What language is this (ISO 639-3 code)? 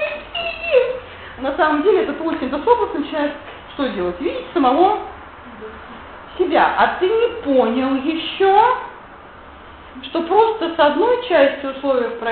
rus